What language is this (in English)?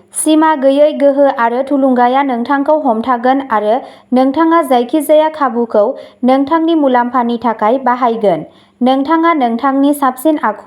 Bodo